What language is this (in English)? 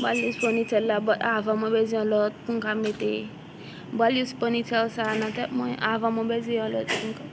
Haitian Creole